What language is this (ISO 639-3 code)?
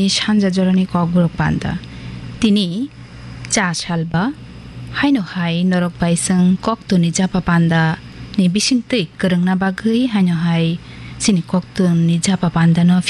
trp